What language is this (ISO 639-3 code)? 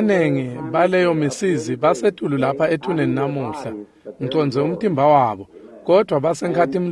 ssw